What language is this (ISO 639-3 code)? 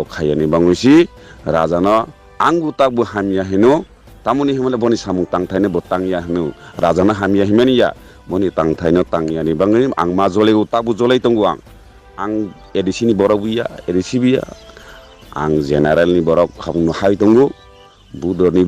ria